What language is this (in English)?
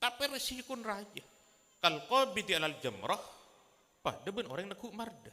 Madurese